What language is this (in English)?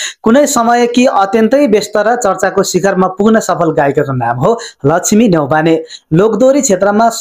Nepali